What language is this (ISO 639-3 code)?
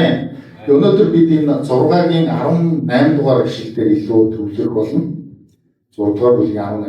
mon